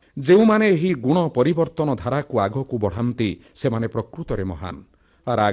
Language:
Odia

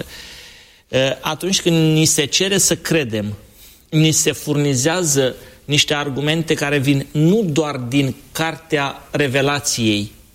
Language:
Romanian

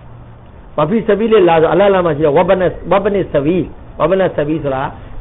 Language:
Burmese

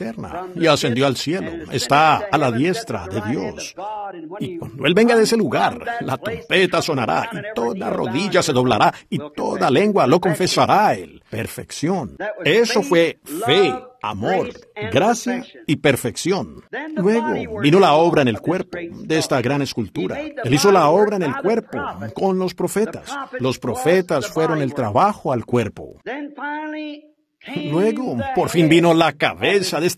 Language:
Spanish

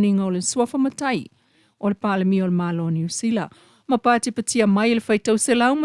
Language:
Samoan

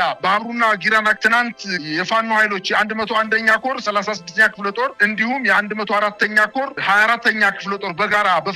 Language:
Amharic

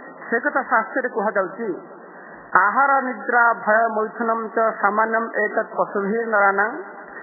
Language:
Odia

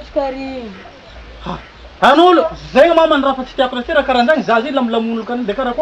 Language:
Malagasy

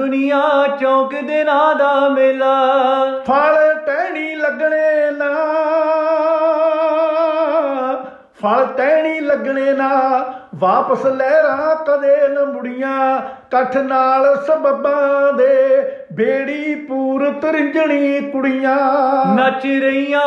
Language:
Punjabi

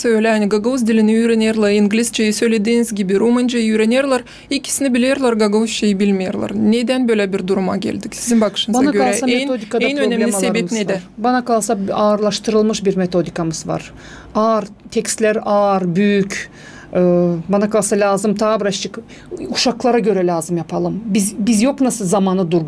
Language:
Gagauz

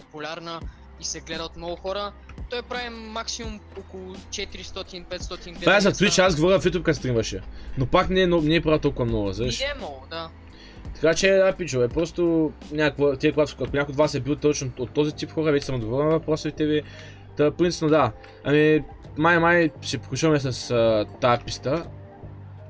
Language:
Bulgarian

